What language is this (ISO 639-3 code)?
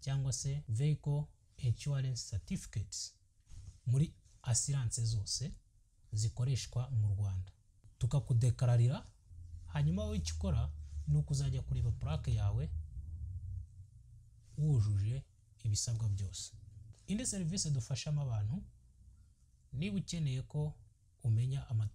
kin